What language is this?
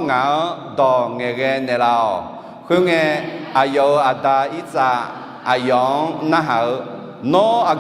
Akha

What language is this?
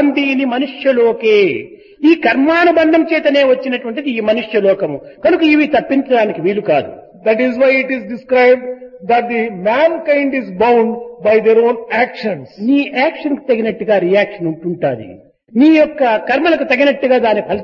Telugu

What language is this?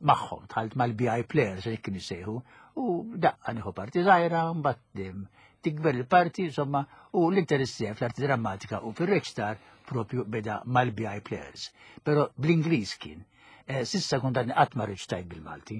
Maltese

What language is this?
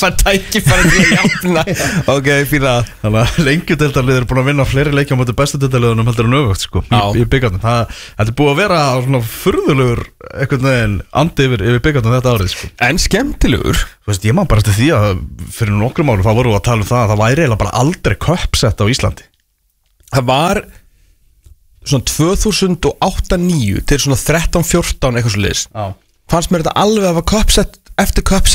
Icelandic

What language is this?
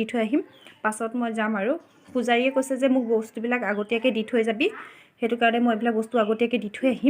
Assamese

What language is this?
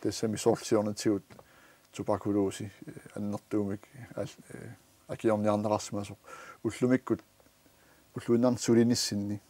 Kalaallisut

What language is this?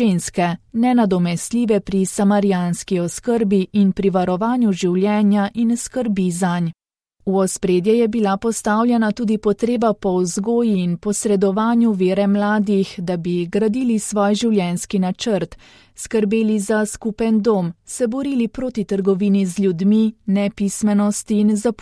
Slovenian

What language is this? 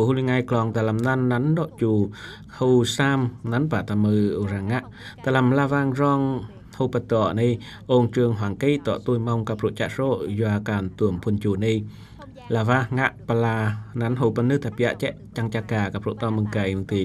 Eastern Cham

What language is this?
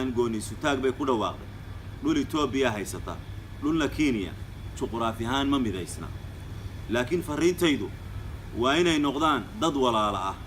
Somali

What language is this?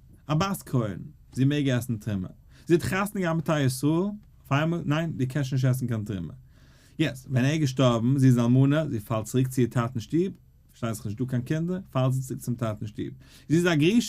Yiddish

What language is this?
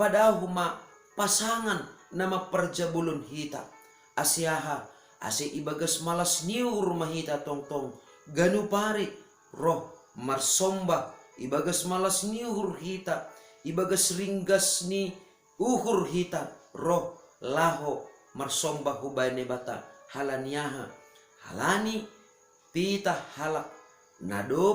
Batak Simalungun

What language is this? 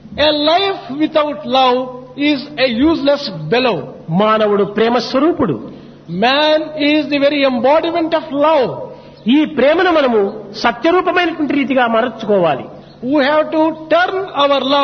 Telugu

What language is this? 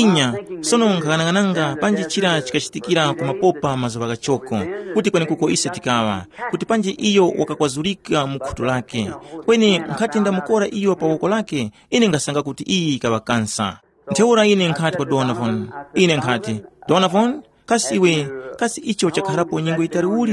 Tumbuka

